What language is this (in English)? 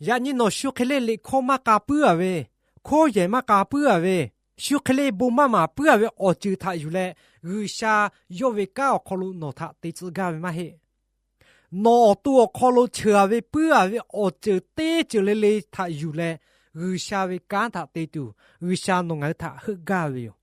Lahu